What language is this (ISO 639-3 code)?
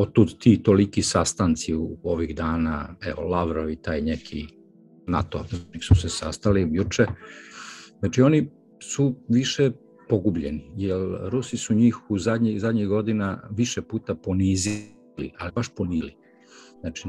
srp